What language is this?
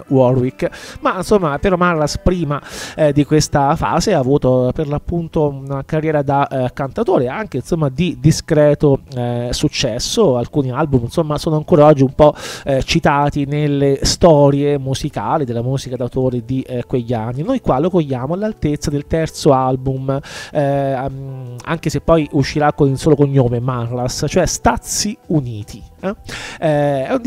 Italian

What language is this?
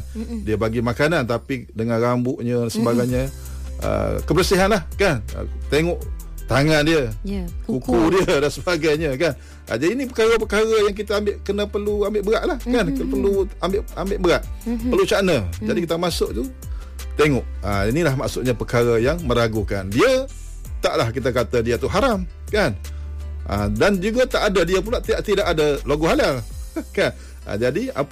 Malay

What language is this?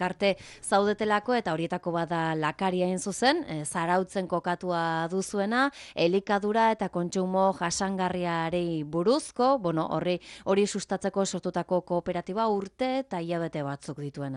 Basque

